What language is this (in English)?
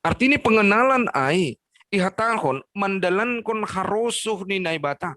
Batak Simalungun